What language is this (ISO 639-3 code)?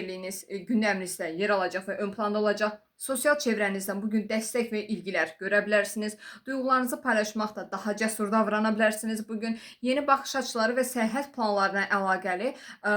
aze